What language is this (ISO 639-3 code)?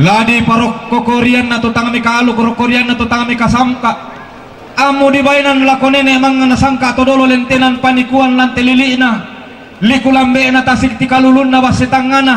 sda